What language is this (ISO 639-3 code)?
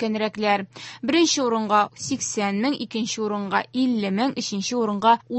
tat